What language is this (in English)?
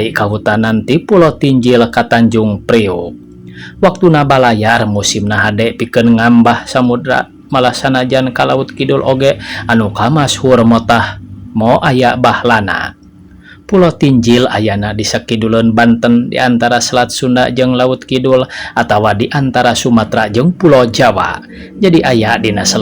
Sundanese